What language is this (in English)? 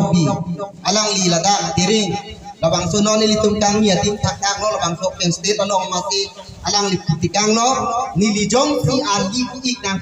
Karbi